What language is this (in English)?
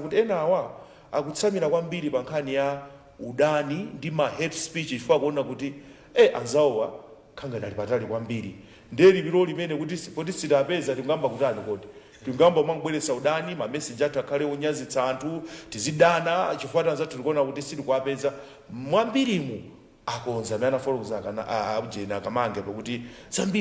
Nyanja